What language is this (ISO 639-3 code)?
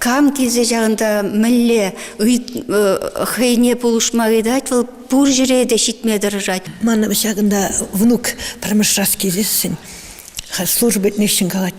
chv